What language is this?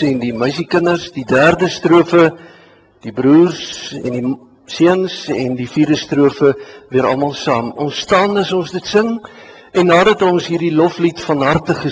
Afrikaans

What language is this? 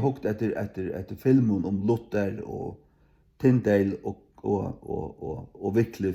Faroese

